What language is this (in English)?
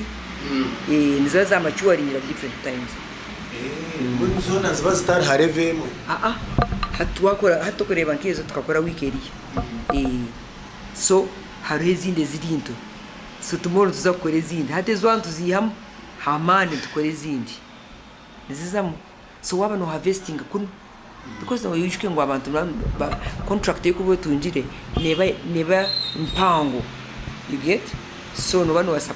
Nyankole